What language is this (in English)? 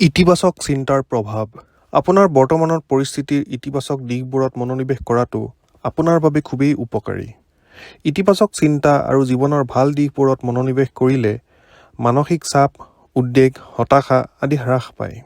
Assamese